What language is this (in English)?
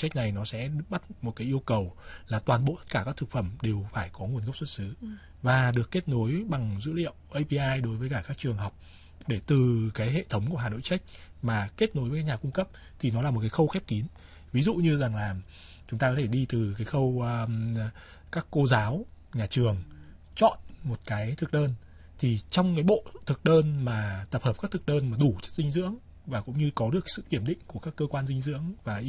Vietnamese